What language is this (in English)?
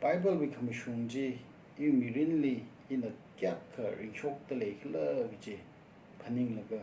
Tangkhul Naga (India)